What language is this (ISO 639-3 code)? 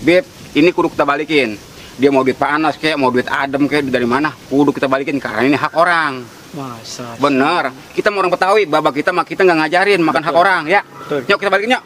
bew